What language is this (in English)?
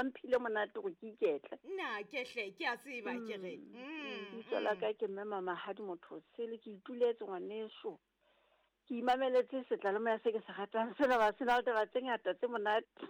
Southern Sotho